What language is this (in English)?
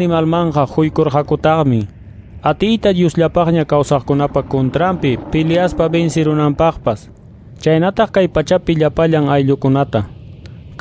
Ayacucho Quechua